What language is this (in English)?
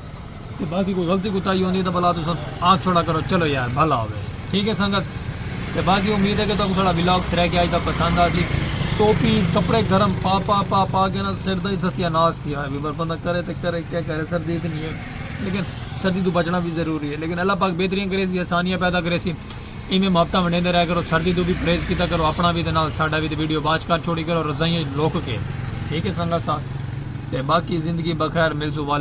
Saraiki